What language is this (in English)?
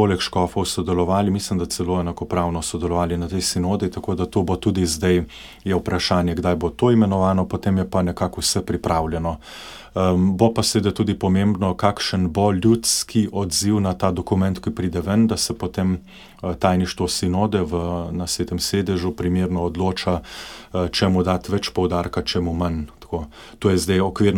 Slovenian